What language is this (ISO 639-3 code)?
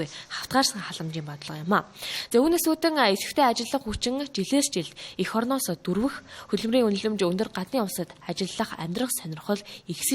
mon